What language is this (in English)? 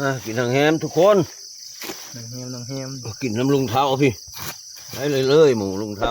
Northeastern Thai